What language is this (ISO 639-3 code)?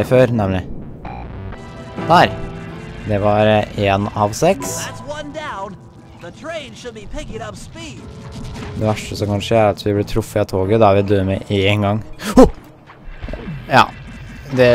nor